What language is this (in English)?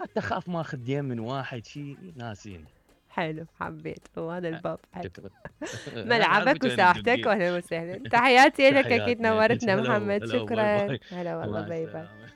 Mesopotamian Arabic